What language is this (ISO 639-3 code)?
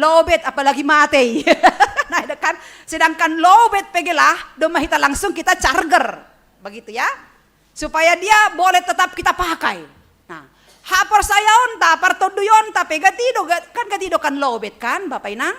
bts